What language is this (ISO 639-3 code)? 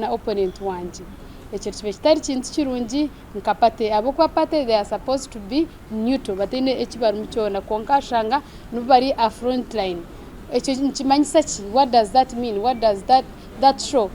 nyn